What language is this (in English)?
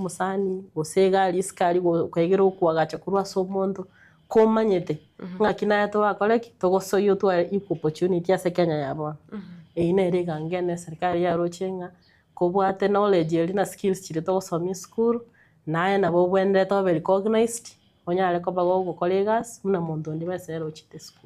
Gusii